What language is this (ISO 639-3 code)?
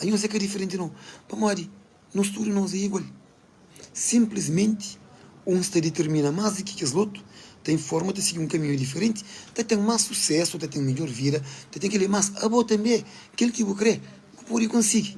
kea